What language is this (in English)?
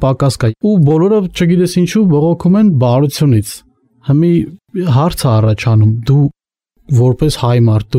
Armenian